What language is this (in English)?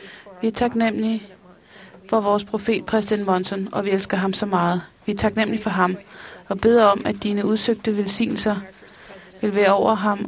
Danish